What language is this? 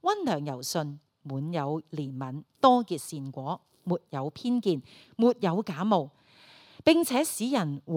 Cantonese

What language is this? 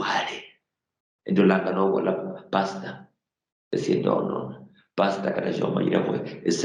Luyia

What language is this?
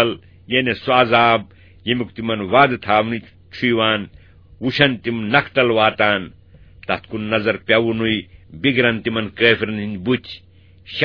Kashmiri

